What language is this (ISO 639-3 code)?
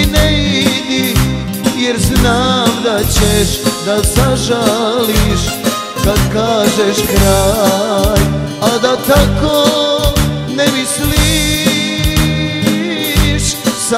srp